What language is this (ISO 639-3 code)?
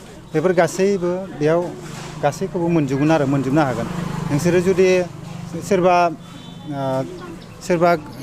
brx